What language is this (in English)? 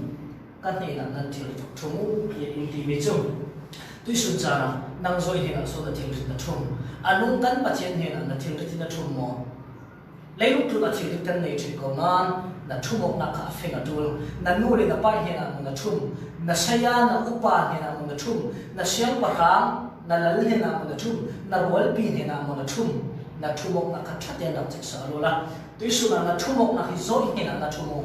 Falam Chin